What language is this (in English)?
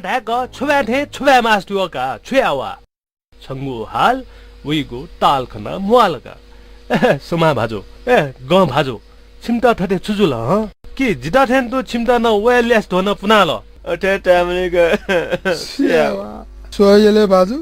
Newari